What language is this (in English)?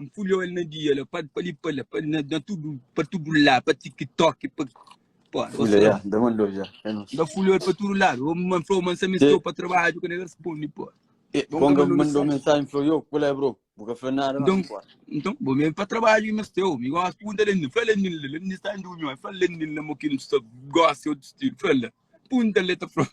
Kabuverdianu